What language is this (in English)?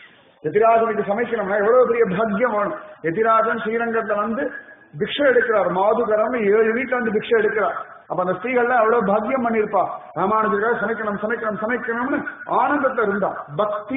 Tamil